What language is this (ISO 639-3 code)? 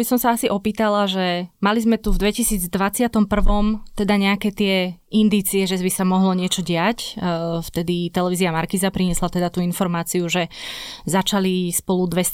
slk